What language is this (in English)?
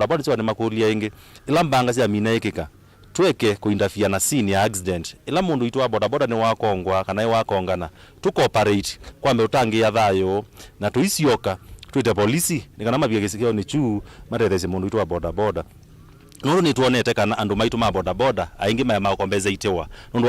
Kamba